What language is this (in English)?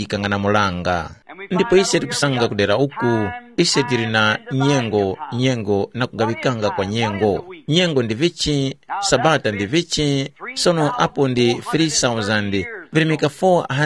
Tumbuka